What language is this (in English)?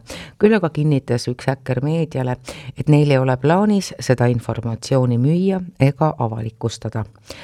Estonian